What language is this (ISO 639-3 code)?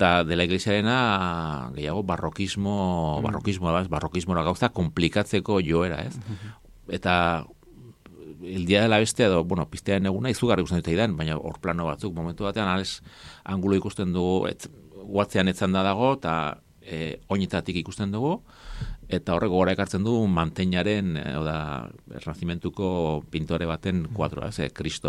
eus